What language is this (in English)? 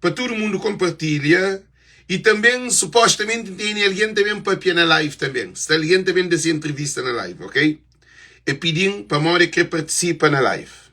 Kabuverdianu